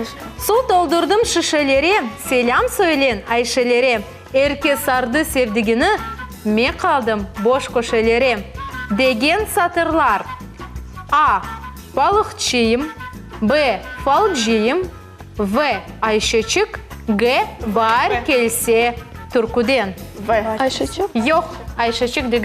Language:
Crimean Tatar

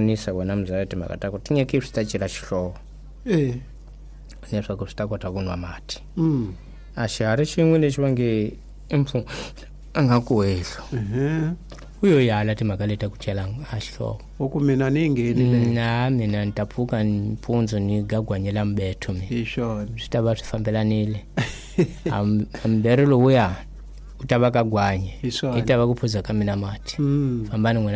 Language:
Tsonga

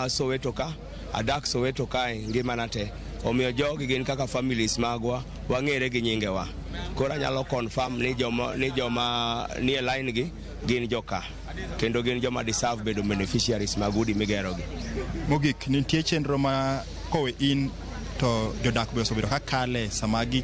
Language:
Luo (Kenya and Tanzania)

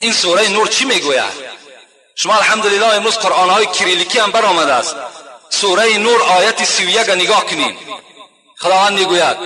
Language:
Tajik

